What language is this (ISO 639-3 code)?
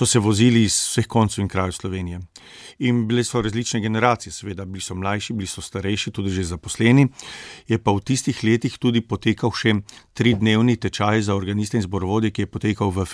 slv